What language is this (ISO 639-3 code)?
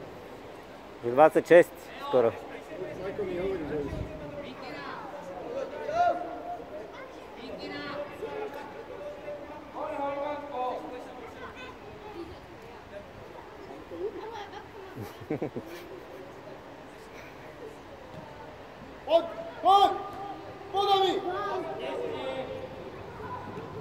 slk